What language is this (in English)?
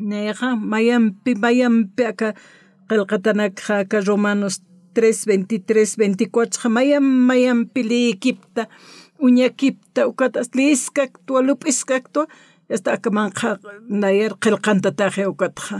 Aymara